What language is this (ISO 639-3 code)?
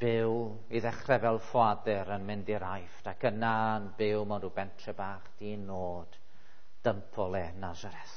cym